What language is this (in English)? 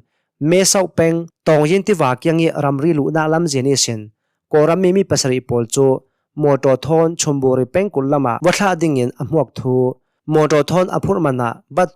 Hakha Chin